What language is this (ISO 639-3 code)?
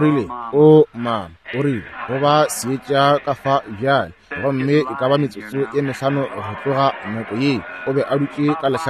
nso